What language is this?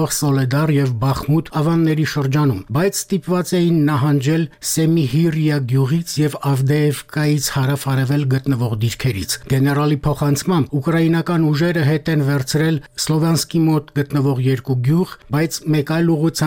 Armenian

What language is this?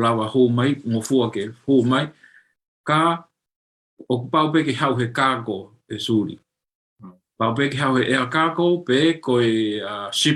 Tongan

